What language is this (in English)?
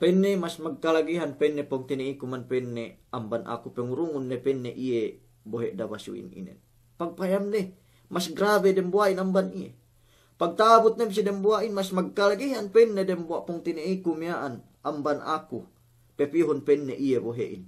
Yakan